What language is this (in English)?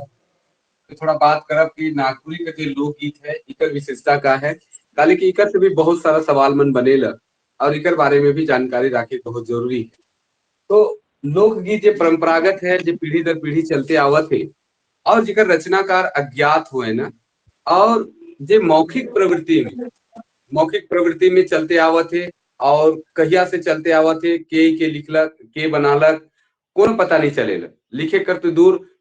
Sadri